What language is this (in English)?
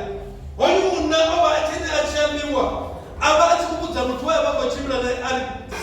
Venda